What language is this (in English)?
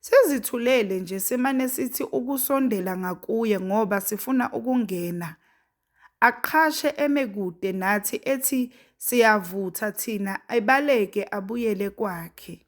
Zulu